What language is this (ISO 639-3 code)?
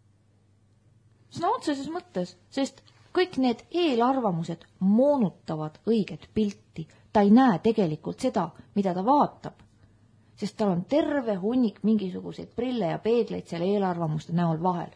est